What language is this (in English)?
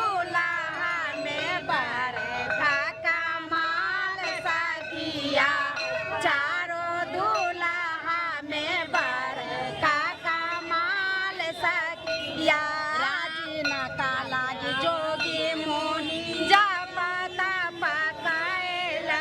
Maithili